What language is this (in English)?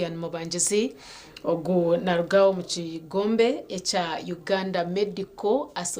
Nyankole